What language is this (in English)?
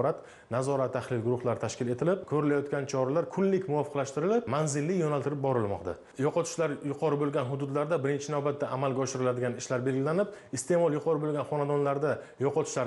Uzbek